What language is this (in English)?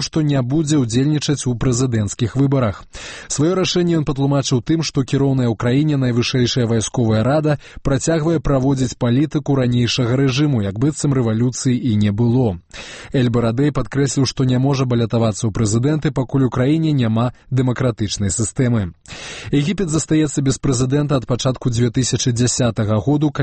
Belarusian